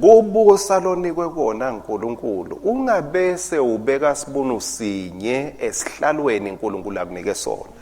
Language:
Swati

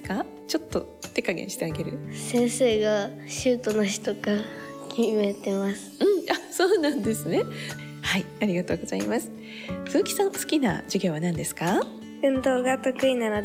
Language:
Japanese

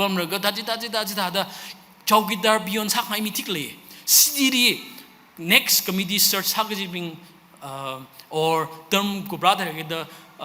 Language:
Tangkhul Naga (India)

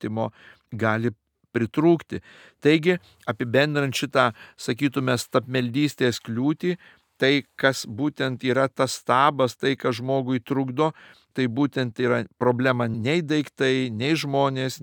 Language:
Lithuanian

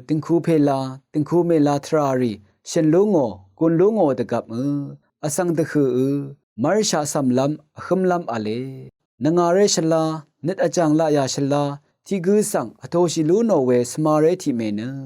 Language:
Rawang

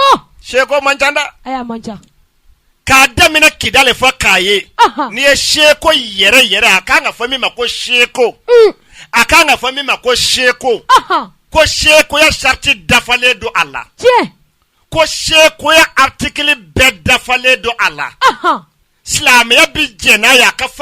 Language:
Bambara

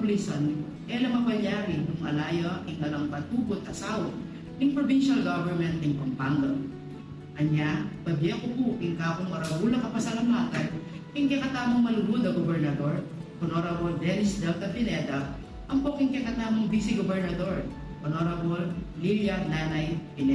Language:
Pampanga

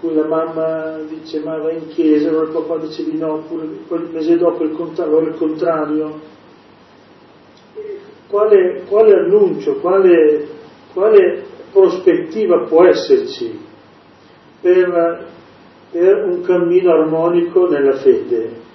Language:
Italian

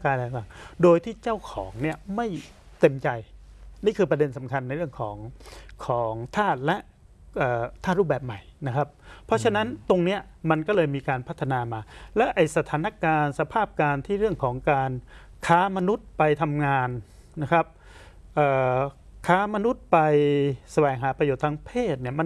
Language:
Thai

